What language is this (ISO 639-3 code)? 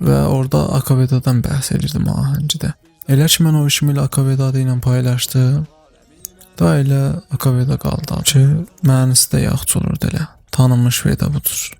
azb